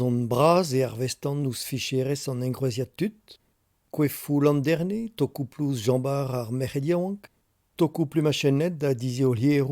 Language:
Breton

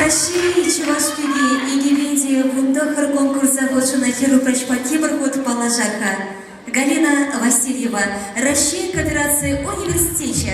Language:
Chuvash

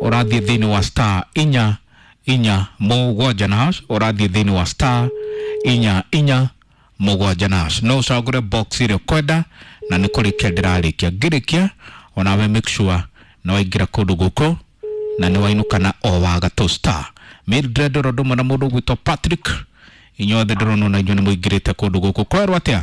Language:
Kikuyu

